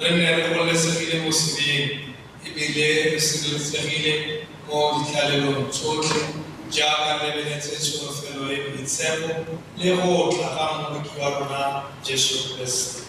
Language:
Tswana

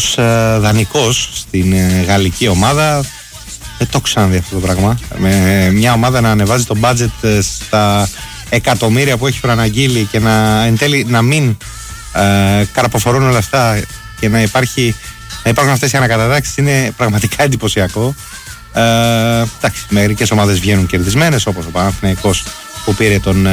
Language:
Greek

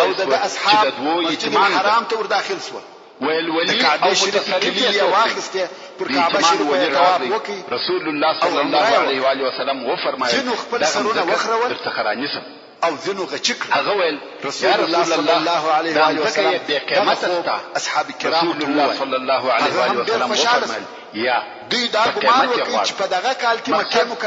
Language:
Pashto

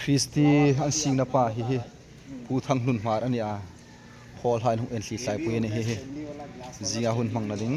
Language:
Hmar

